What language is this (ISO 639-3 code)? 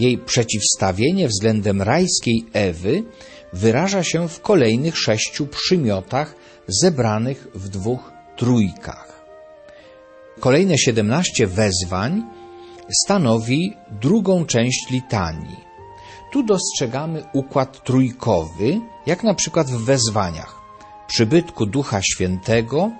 pol